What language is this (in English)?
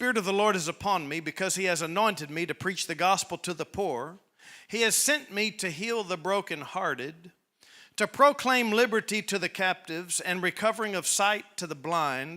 English